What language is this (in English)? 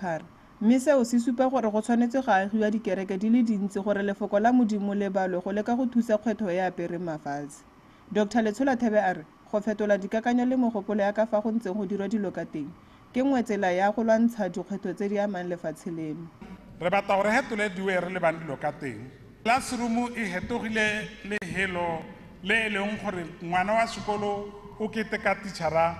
Tswana